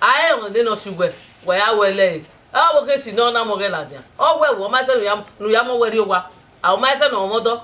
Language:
Bini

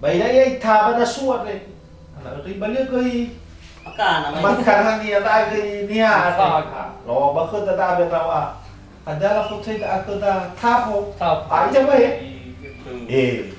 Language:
Nias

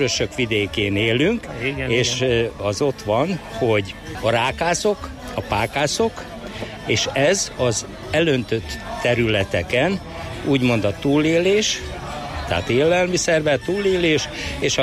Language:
Hungarian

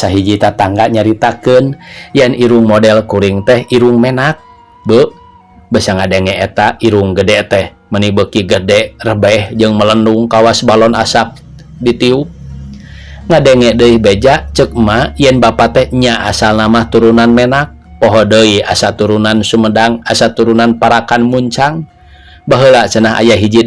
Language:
Sundanese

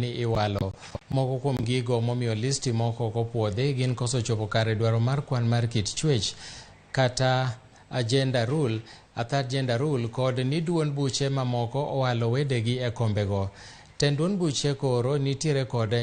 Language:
Luo (Kenya and Tanzania)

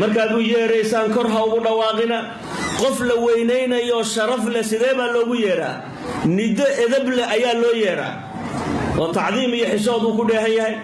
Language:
Somali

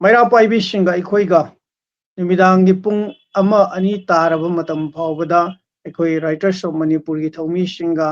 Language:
Manipuri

